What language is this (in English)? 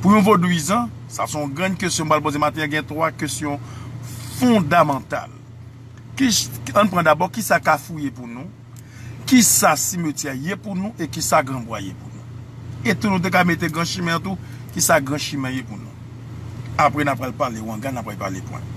Haitian Creole